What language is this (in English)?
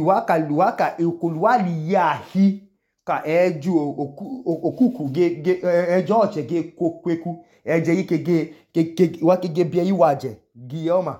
Idoma